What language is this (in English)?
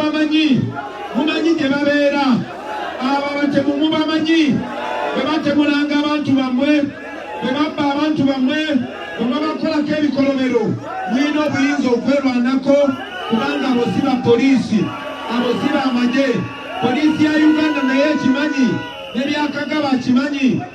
Ganda